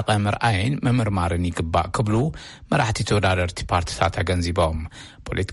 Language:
Tigrinya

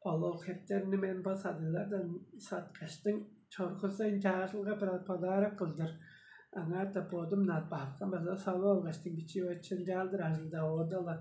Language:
Tuvinian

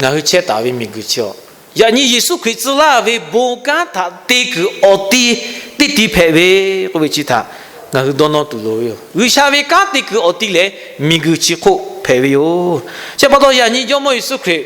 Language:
Lahu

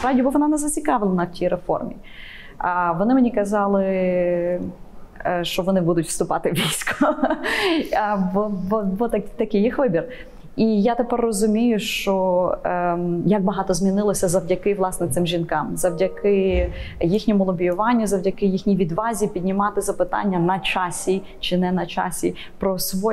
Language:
Ukrainian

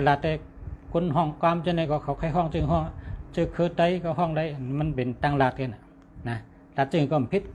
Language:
Shan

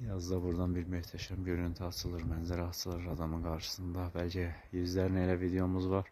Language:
Azerbaijani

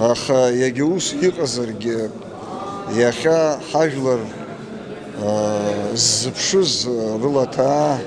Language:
Abkhazian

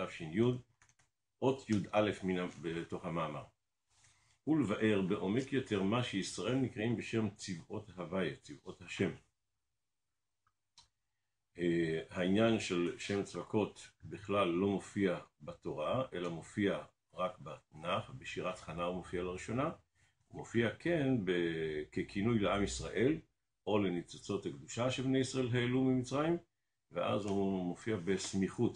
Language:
Hebrew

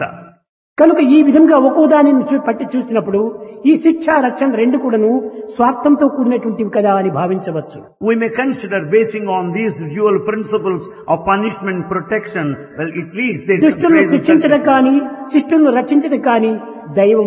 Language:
Telugu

